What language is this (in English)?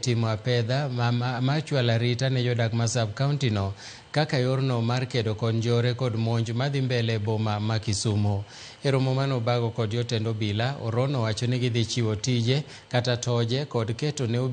Luo (Kenya and Tanzania)